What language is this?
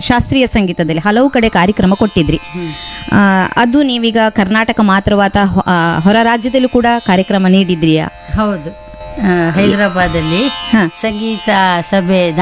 Kannada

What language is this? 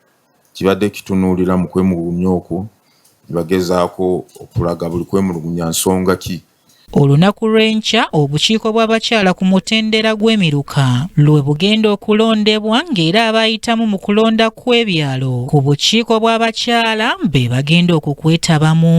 Ganda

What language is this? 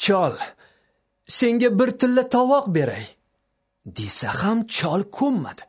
Uzbek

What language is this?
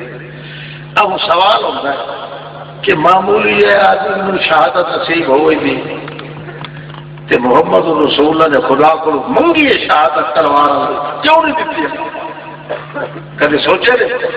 Urdu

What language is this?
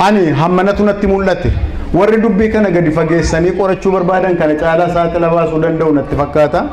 Oromo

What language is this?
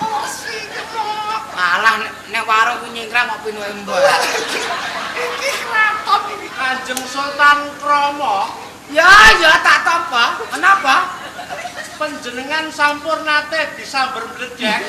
Javanese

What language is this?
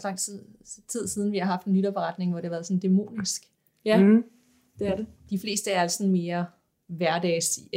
Danish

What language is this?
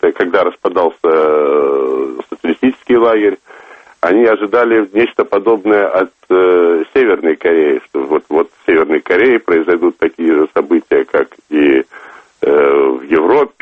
Russian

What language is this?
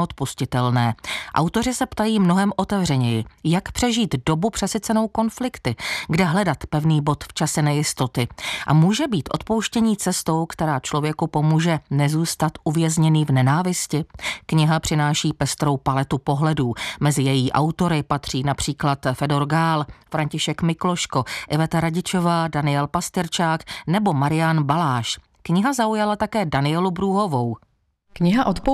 Czech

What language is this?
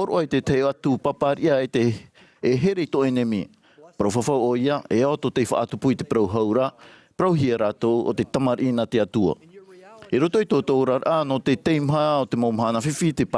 Tahitian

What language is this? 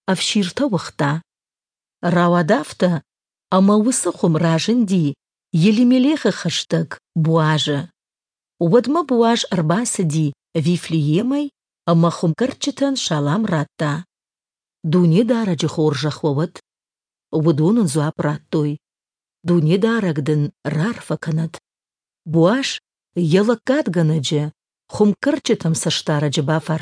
Ossetic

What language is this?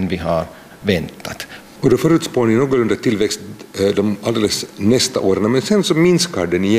Swedish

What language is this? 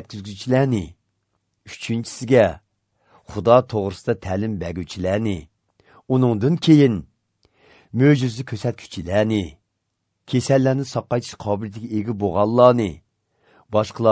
Uyghur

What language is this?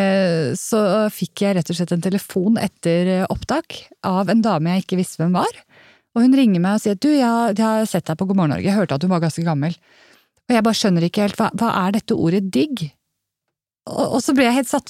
Norwegian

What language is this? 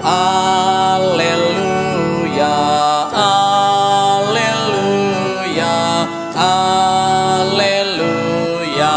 Batak Karo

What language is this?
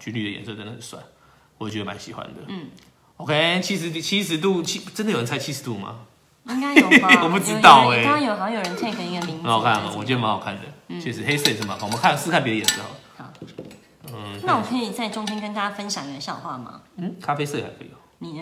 Chinese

